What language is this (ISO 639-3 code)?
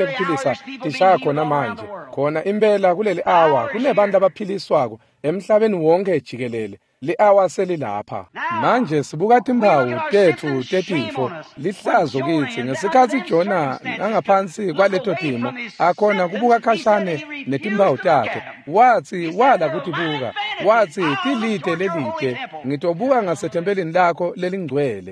ssw